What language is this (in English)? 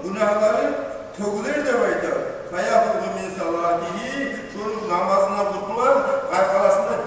Kumyk